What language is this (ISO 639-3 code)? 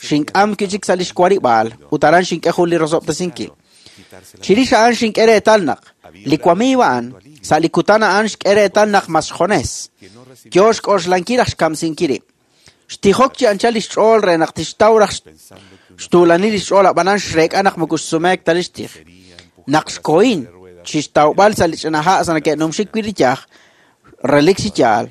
kek